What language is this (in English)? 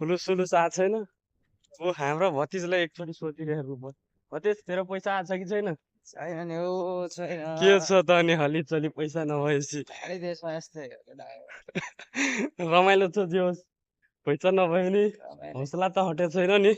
Nepali